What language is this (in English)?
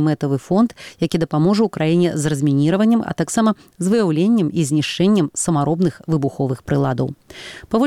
Belarusian